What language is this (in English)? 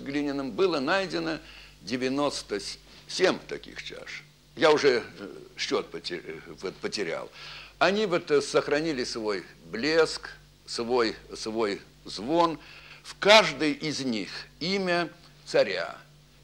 Russian